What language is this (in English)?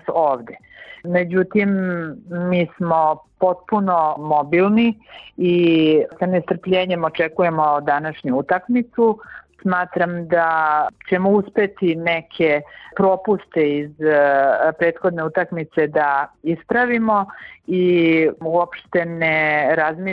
Serbian